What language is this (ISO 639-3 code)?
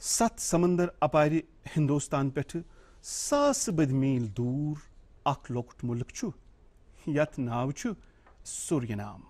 kas